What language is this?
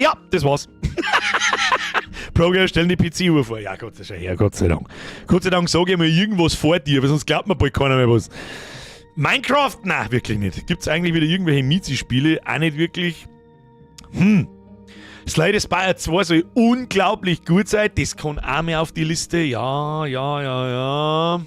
Bavarian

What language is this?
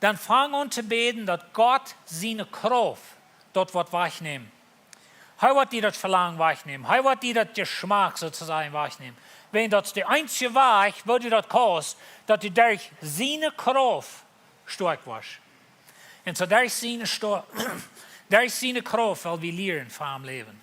Plautdietsch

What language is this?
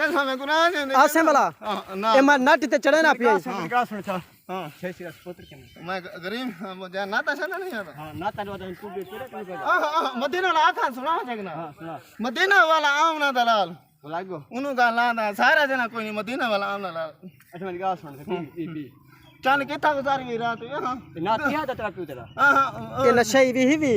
Saraiki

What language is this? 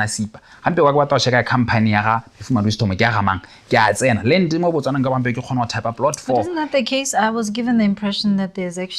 Tswana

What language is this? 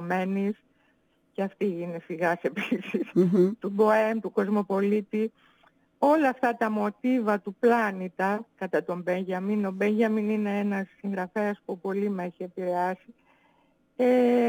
Greek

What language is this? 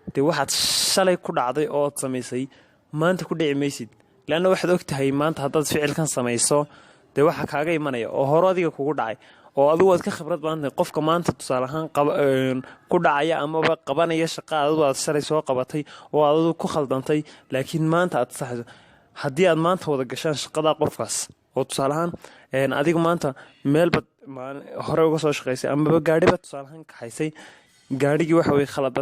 Somali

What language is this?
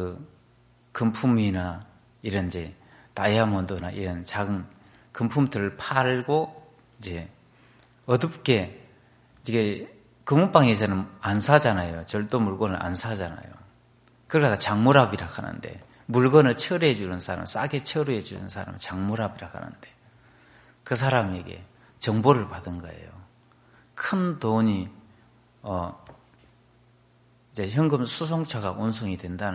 Korean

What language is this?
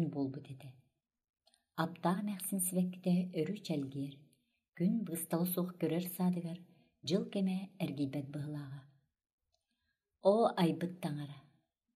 Yakut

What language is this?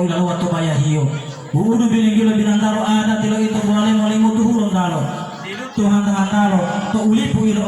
Gorontalo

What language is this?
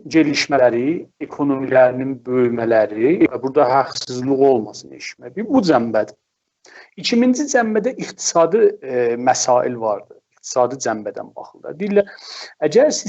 South Azerbaijani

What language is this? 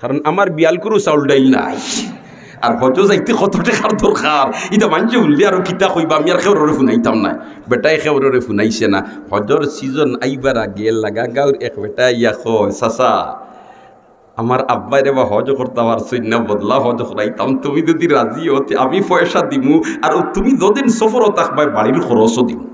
Sylheti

